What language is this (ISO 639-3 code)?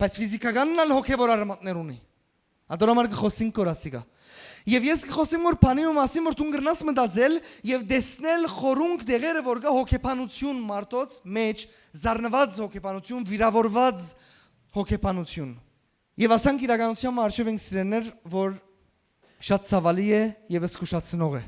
hyw